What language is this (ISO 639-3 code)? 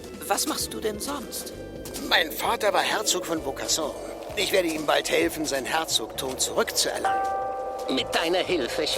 gsw